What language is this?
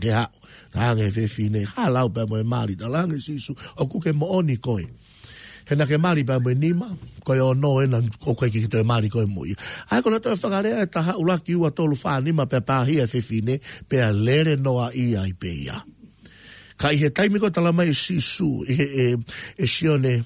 Tongan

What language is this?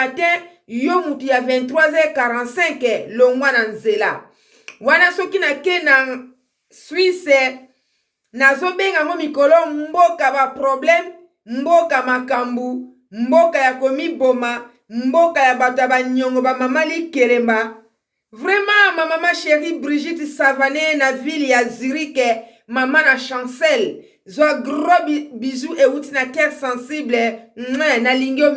Lingala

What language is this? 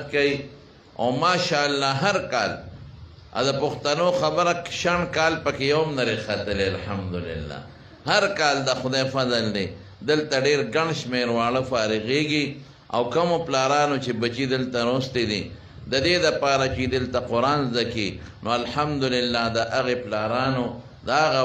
Pashto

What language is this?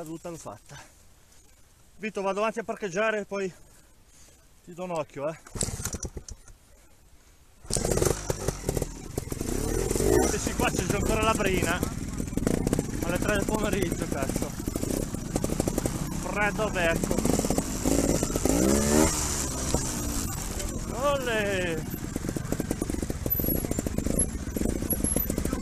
Italian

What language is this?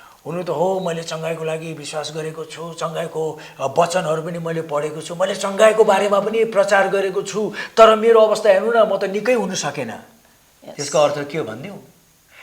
Nepali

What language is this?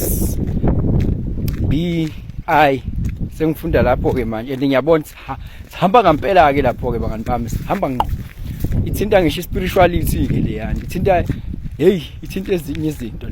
Zulu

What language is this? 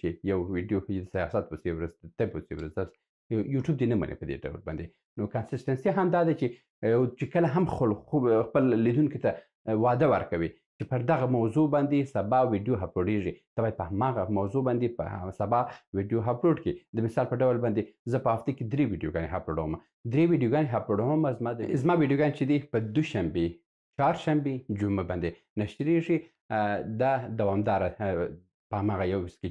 Pashto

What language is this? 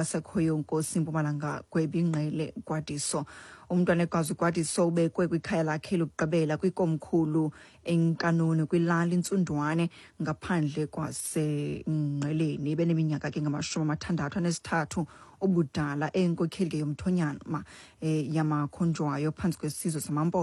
Xhosa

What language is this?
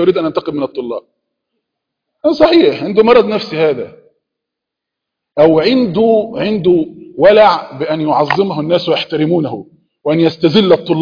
Arabic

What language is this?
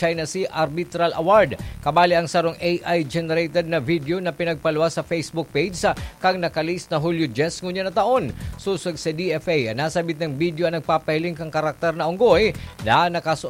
Bikol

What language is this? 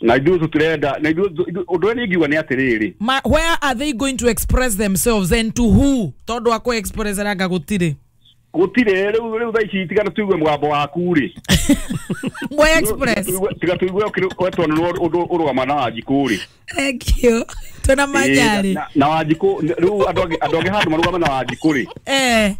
Kikuyu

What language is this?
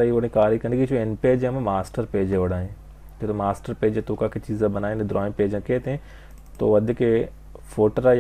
Baluchi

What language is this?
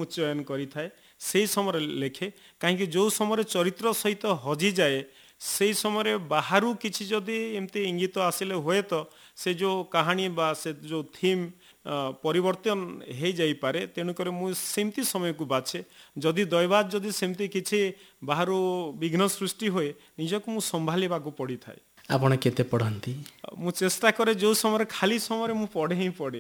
Odia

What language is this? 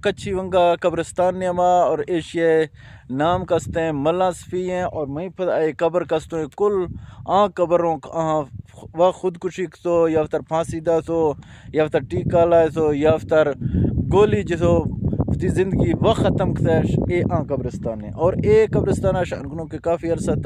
Eastern Balochi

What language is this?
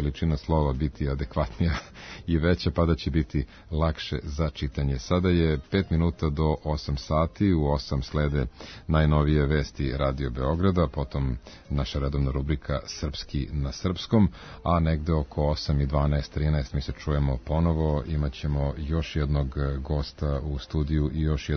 Serbian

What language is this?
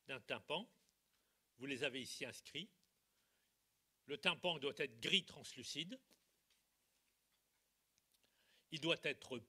French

